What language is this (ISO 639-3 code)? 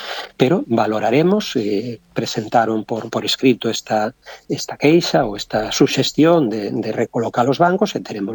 glg